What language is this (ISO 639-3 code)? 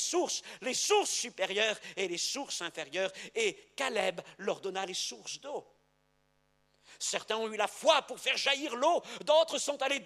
fra